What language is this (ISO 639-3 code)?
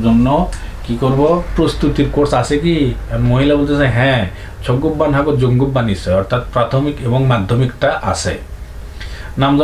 ben